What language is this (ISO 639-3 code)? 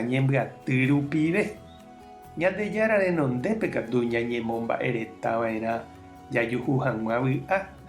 grn